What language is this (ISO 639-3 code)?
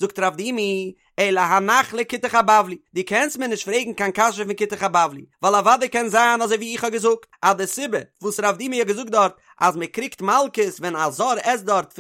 yid